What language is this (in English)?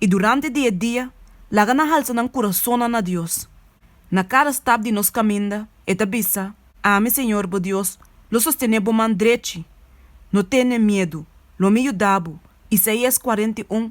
Papiamento